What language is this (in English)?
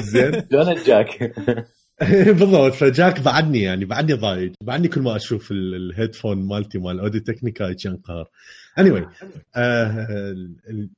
Mesopotamian Arabic